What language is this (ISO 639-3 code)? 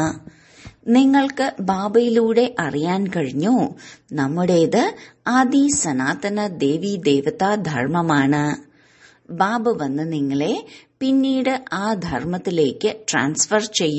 mal